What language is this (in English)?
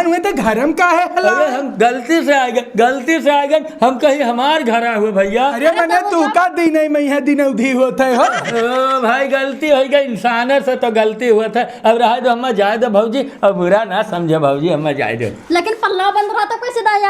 Awadhi